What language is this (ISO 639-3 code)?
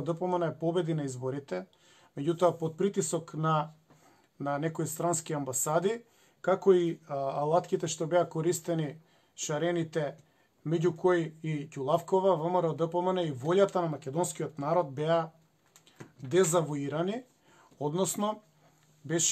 mkd